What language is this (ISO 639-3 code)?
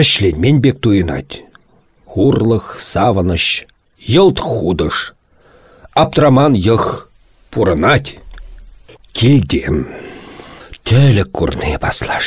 chv